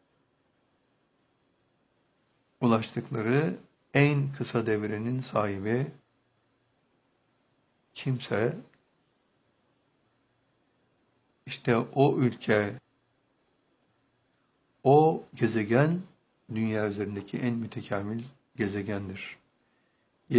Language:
Turkish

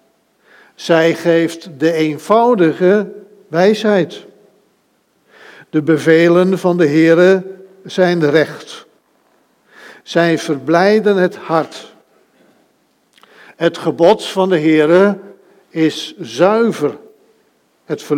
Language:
Dutch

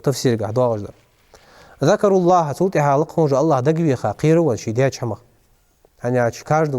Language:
Ingush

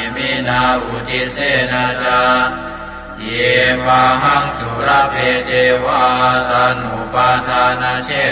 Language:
Pali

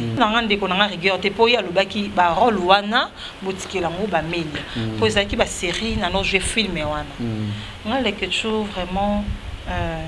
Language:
Lingala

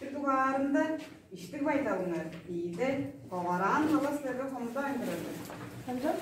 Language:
Tuvinian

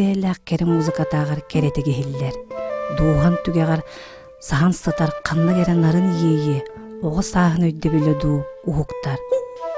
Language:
Yakut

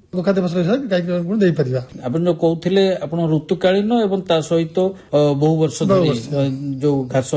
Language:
Odia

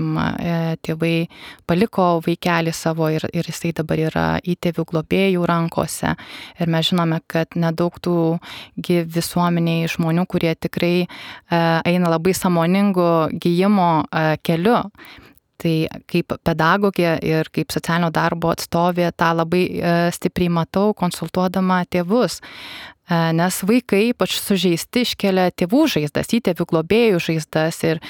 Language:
Lithuanian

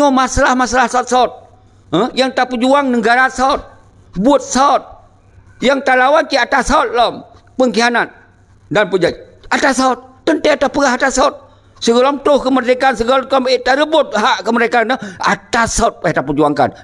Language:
Achinese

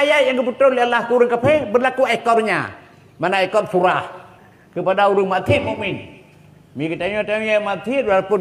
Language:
Achinese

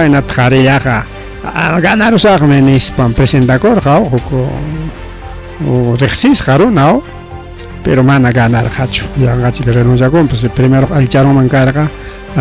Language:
Ayacucho Quechua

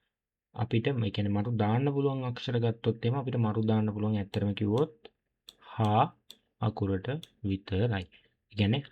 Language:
Sinhala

